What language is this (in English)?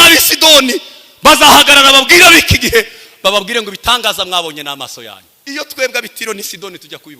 Kinyarwanda